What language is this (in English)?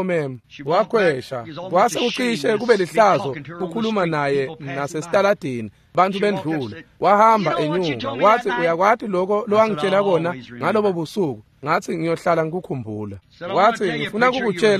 Swati